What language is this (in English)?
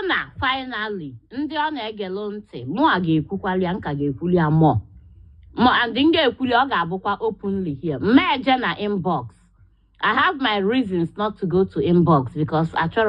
Igbo